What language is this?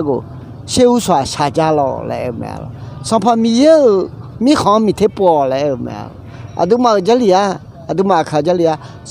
Akha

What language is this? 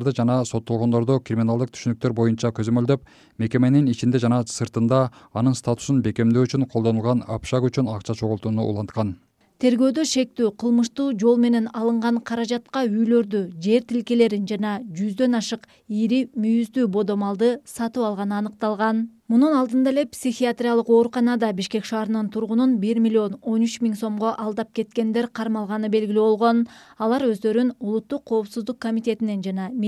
Kyrgyz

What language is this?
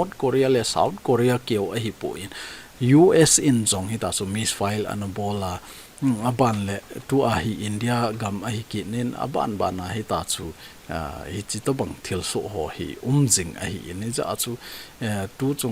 Thado Chin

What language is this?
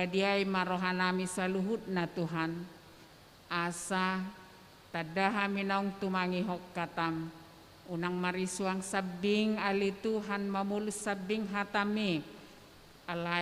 Batak Toba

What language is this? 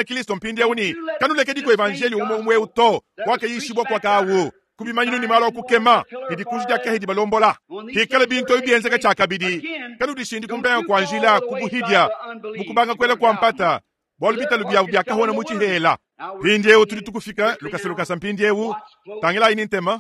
Luba-Lulua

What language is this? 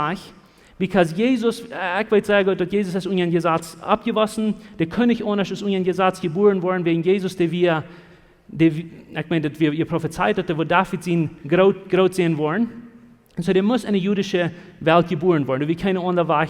Plautdietsch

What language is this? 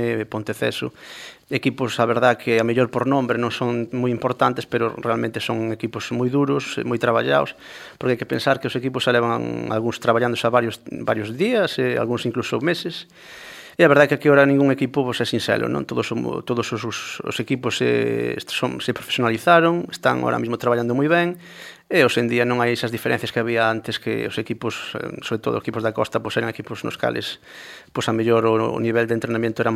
Galician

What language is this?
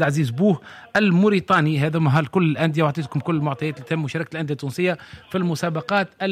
Tunisian Arabic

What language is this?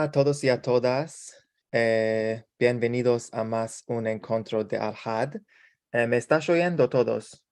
Ladino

